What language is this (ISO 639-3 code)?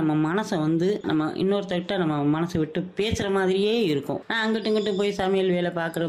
tam